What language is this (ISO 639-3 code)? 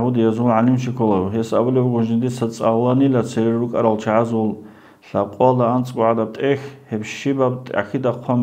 ava